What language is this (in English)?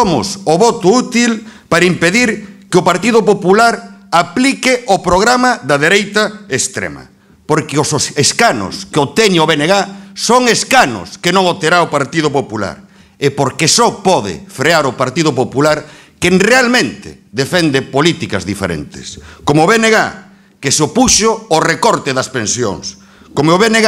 Galician